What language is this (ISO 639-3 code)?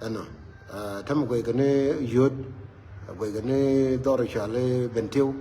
nus